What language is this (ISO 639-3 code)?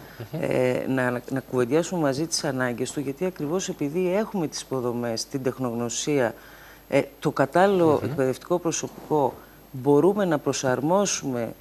ell